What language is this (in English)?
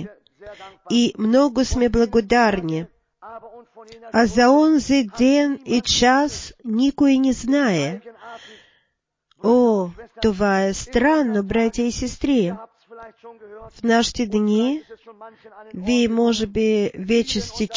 Bulgarian